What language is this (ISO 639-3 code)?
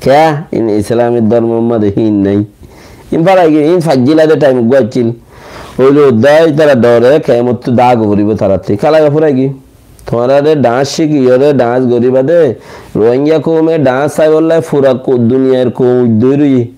rhg